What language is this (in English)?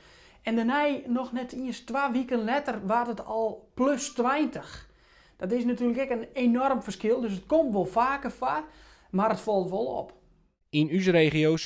Western Frisian